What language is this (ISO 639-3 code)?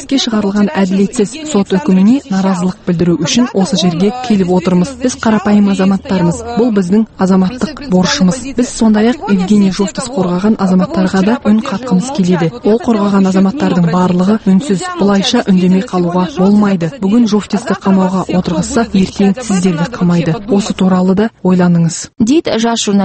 kaz